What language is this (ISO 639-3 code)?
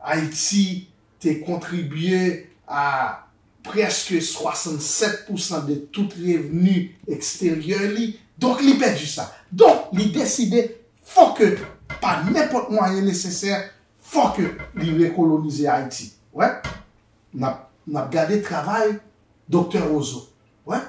hat